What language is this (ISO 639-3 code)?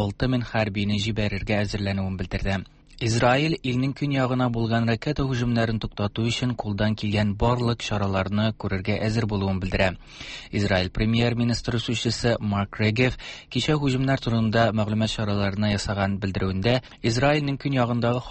tat